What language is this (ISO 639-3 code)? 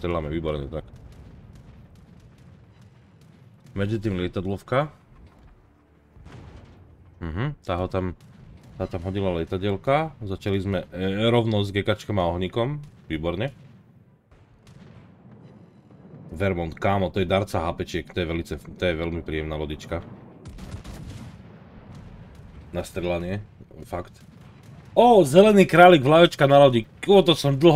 slk